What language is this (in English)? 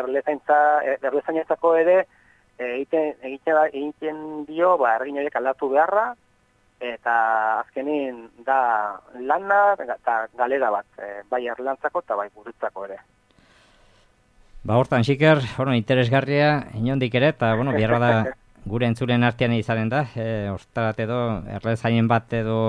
Basque